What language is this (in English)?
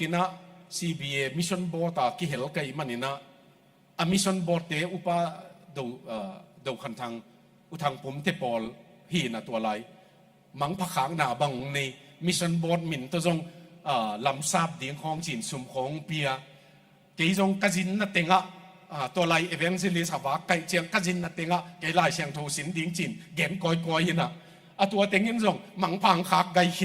Tedim Chin